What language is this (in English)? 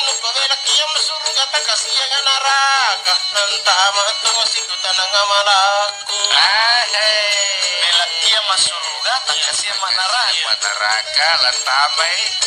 Makasar